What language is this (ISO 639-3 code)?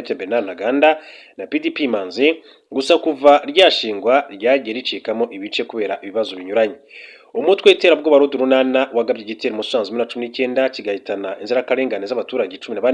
kin